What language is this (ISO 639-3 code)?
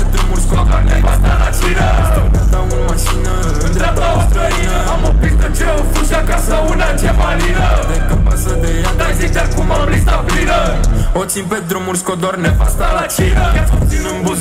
ron